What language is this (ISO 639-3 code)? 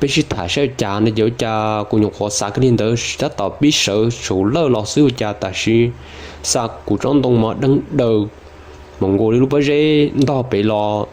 hmn